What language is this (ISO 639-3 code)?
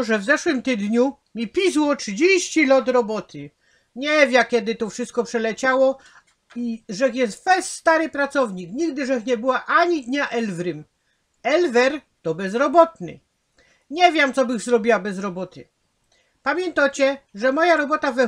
szl